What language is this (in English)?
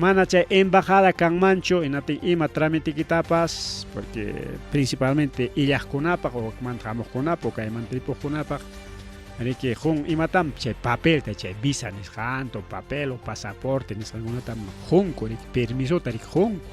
Ayacucho Quechua